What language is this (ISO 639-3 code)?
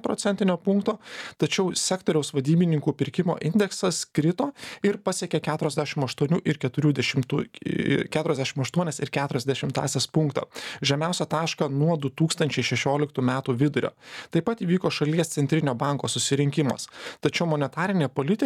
lit